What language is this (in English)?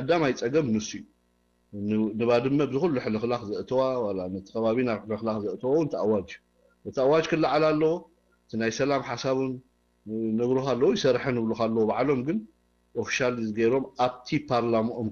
Tigrinya